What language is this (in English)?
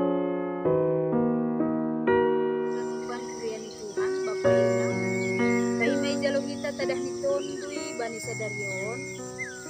Batak Simalungun